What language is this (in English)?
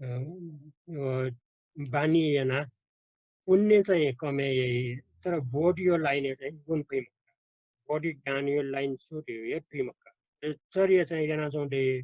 Newari